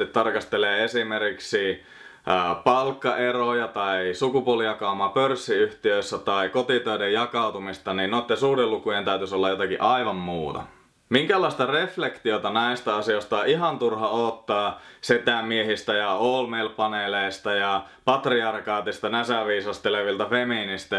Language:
Finnish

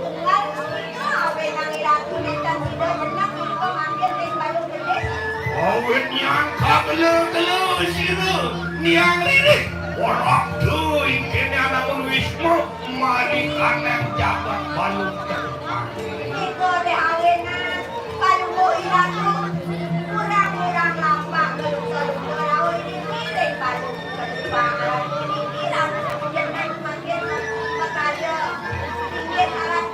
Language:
Balinese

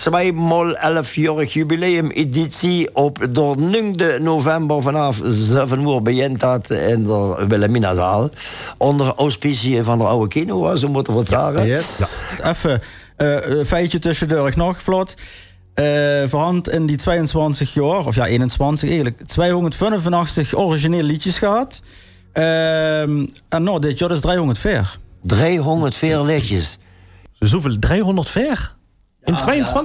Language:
Limburgish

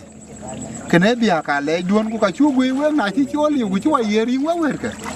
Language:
Dinka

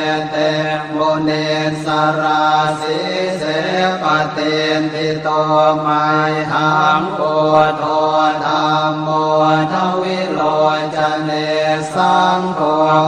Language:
Pali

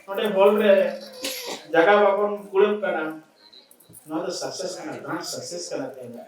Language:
Santali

